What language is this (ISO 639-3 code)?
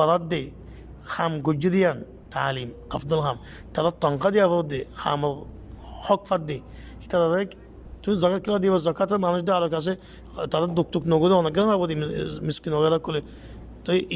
rhg